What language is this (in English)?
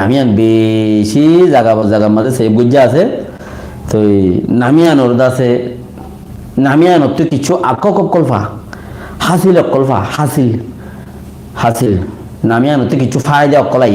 Rohingya